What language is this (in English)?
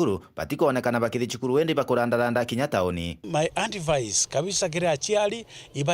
Meru